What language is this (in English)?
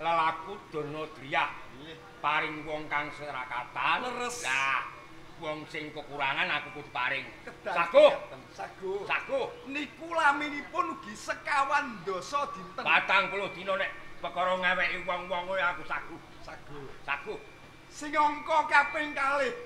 Javanese